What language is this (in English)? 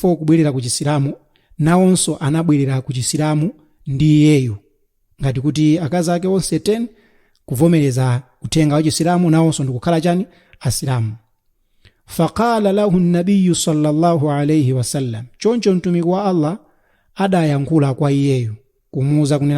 Nyanja